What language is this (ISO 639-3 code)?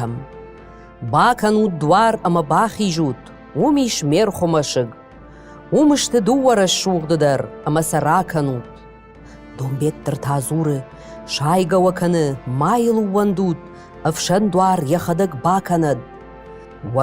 oss